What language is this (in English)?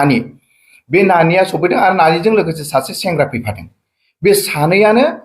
Bodo